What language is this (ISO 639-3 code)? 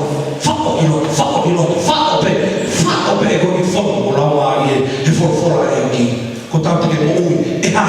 ton